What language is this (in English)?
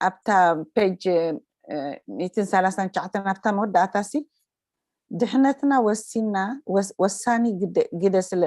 Tigrinya